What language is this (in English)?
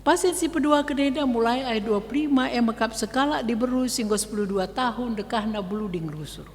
Batak Karo